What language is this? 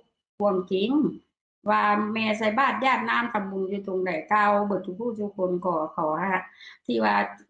Northeastern Thai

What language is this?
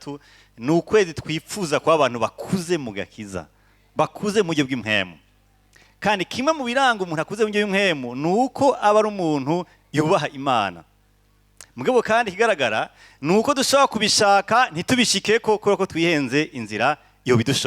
Rundi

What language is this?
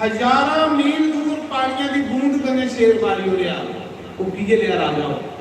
Dogri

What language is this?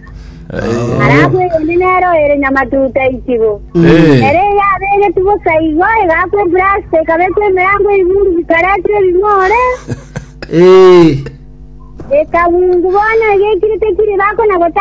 Gusii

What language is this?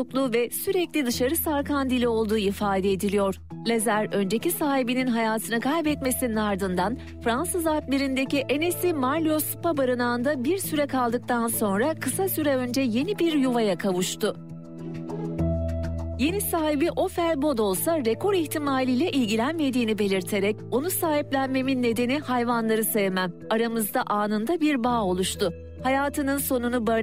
Turkish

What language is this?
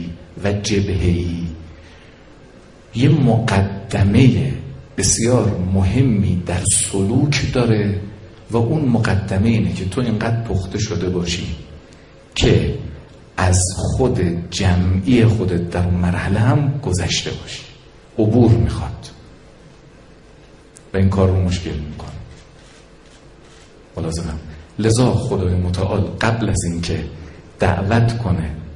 Persian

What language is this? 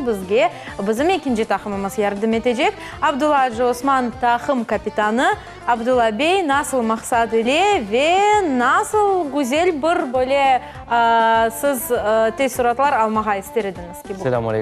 Crimean Tatar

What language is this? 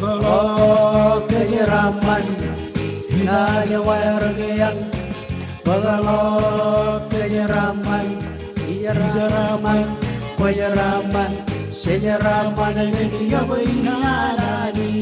Marshallese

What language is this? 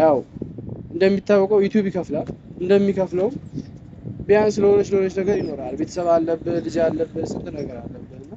Amharic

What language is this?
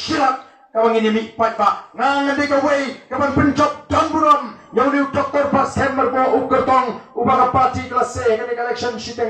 Khasi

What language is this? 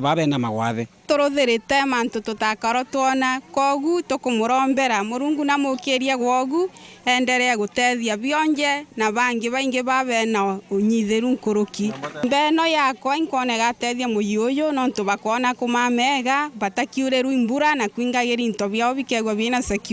Meru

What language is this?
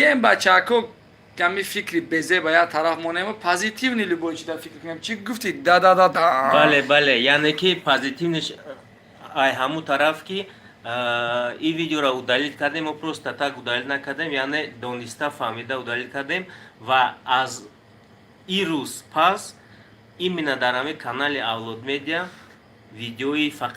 Tajik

